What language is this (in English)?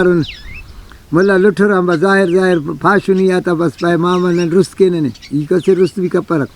Brahui